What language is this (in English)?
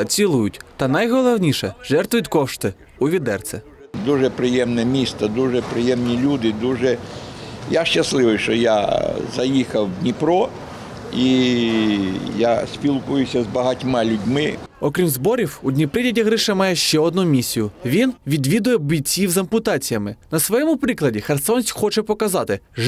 Ukrainian